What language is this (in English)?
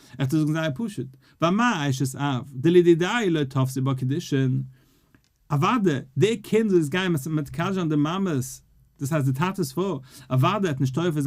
Yiddish